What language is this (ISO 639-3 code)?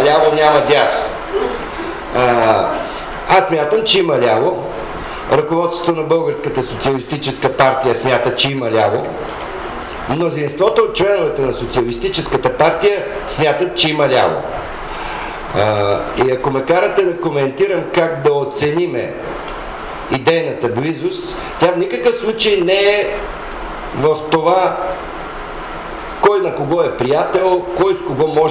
bul